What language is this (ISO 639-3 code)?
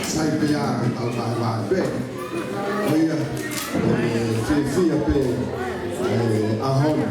ton